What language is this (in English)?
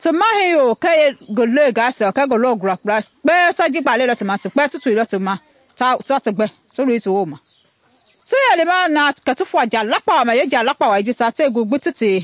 Mende